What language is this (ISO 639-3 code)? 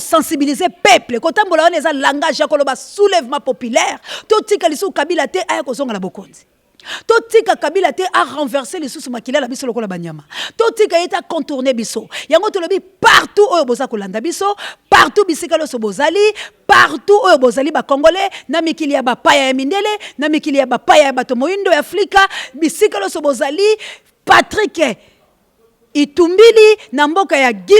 lin